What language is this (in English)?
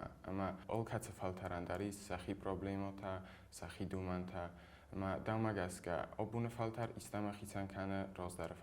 Ossetic